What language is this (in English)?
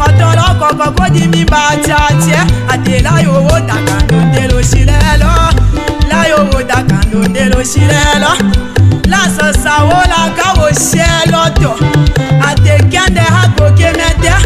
Tetela